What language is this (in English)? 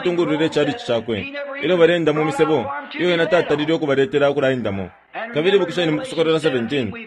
Bemba